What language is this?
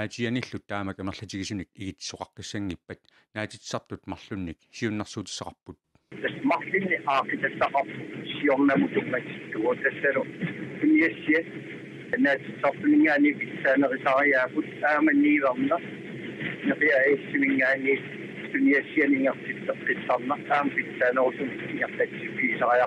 Kalaallisut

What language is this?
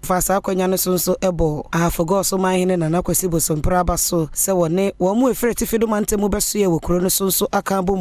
Akan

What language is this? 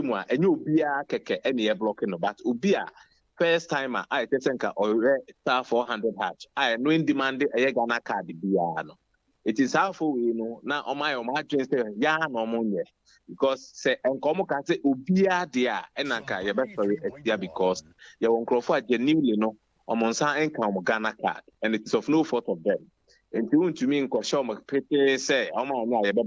Akan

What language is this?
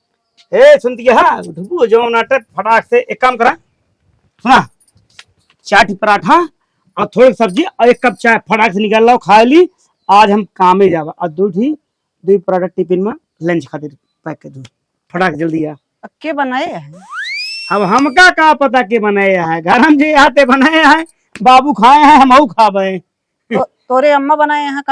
Awadhi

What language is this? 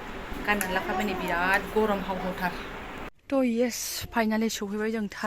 Bodo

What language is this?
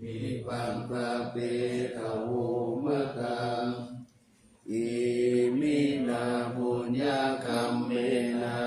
Pali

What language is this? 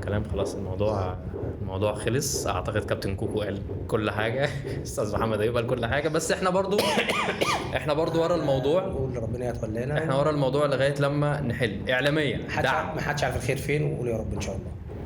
Egyptian Arabic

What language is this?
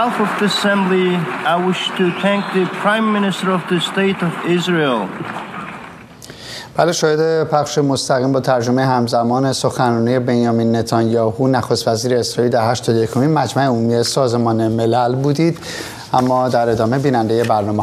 Persian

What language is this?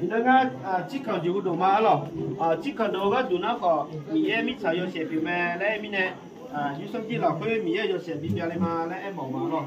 Akha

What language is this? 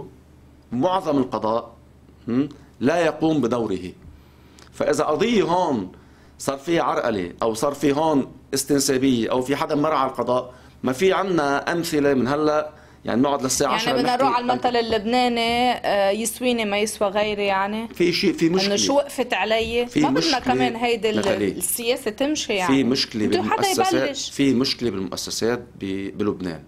North Levantine Arabic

